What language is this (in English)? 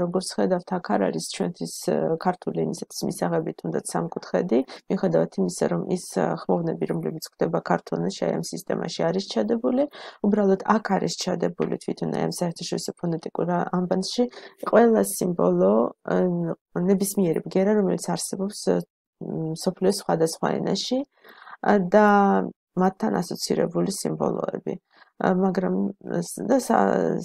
Georgian